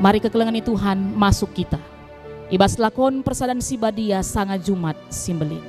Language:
Batak Karo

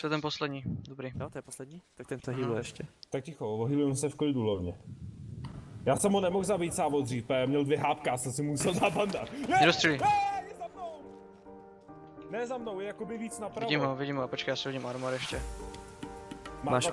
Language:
Czech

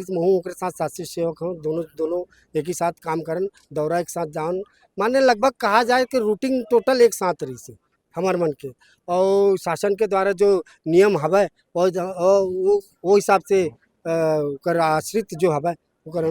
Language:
Chhattisgarhi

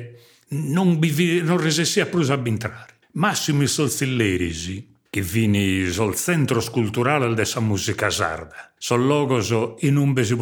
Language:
Sardinian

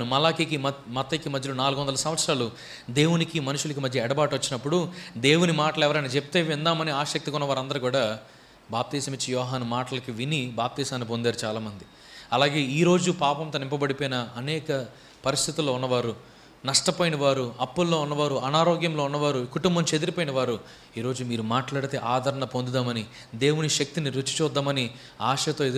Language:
Telugu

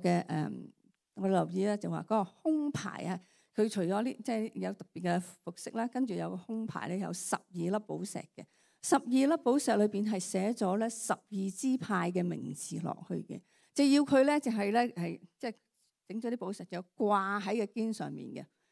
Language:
Cantonese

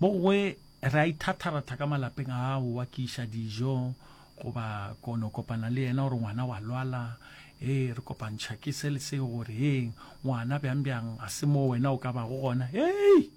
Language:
Northern Sotho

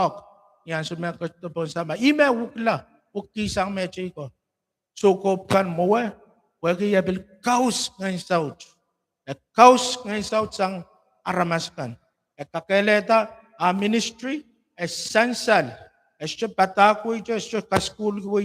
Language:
Pohnpeian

